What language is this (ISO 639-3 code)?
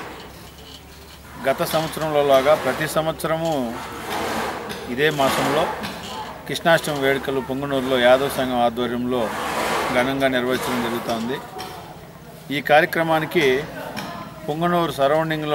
tel